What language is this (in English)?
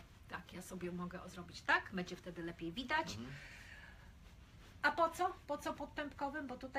Polish